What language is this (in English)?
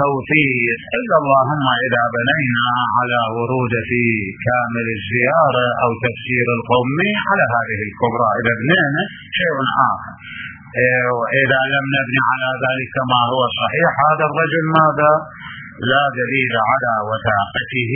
Mesopotamian Arabic